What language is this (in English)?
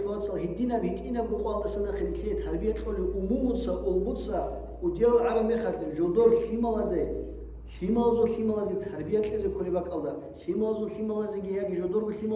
Avaric